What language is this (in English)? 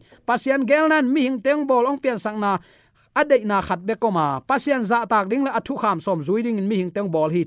Tedim Chin